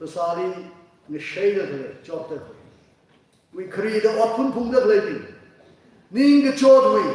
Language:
Tangkhul Naga (India)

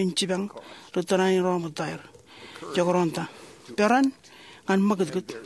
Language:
Marshallese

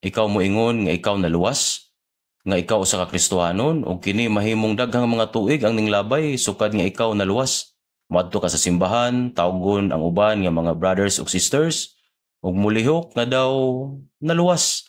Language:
Cebuano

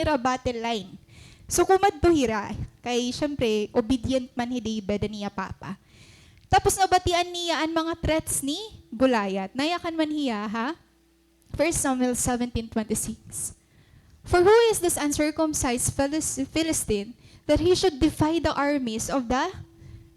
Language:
Waray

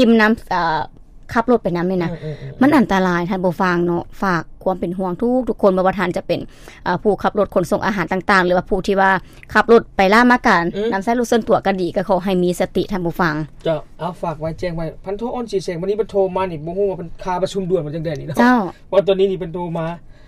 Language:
Lao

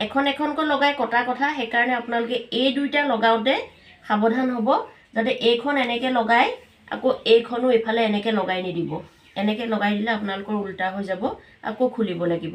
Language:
Assamese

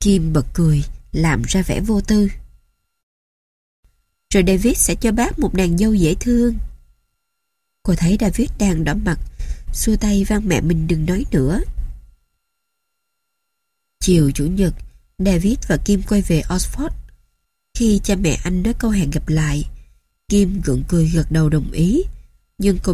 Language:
Vietnamese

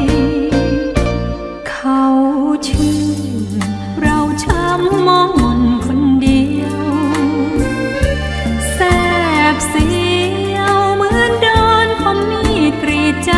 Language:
Thai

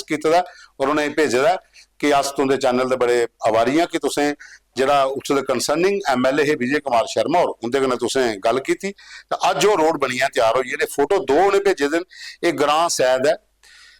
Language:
Dogri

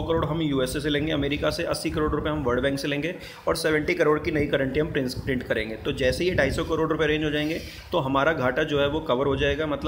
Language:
Hindi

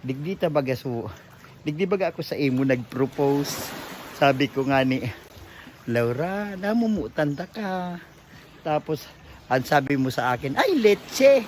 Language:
Bikol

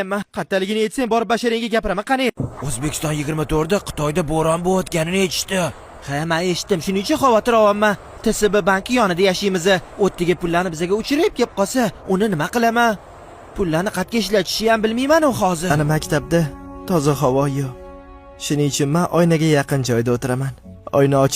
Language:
Uzbek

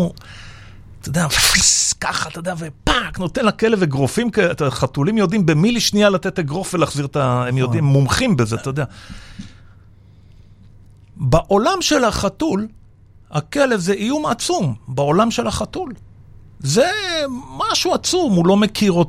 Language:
Hebrew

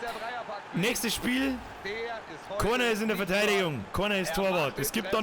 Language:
Bavarian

